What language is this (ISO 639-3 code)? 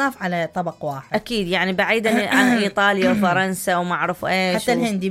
acm